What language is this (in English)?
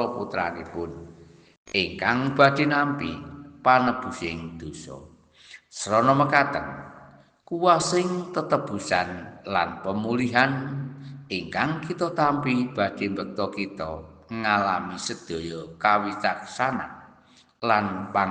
Javanese